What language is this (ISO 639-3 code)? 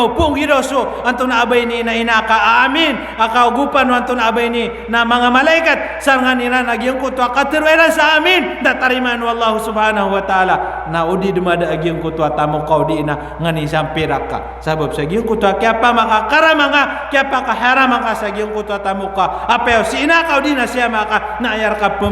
mrw